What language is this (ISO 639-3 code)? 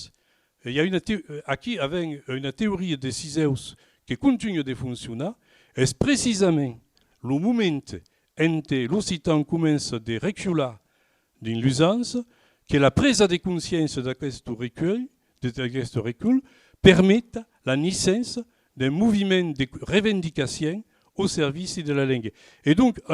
oci